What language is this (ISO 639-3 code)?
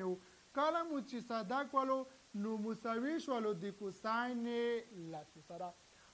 pus